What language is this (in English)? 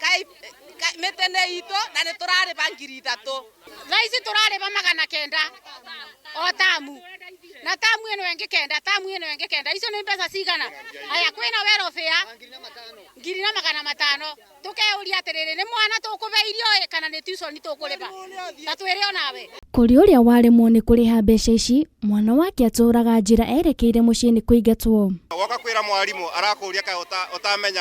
Kikuyu